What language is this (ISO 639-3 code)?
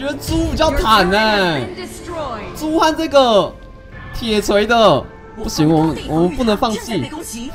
zho